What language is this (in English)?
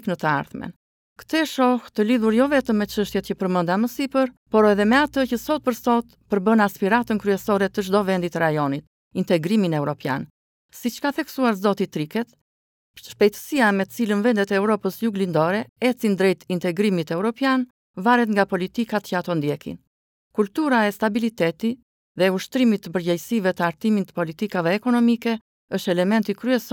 Albanian